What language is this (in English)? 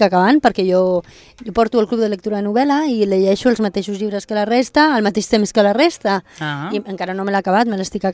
Catalan